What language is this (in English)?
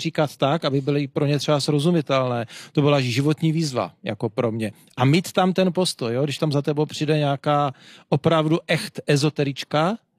Czech